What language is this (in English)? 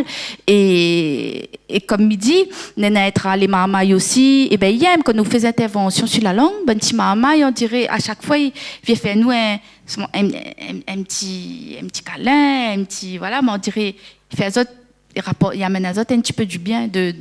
Réunion Creole French